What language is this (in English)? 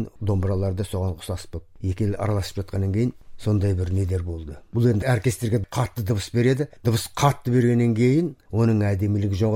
Kazakh